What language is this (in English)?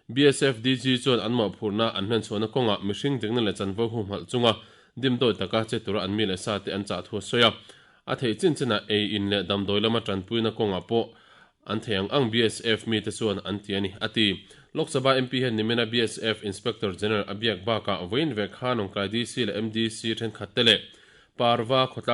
Mizo